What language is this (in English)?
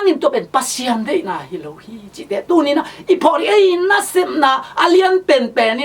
Tedim Chin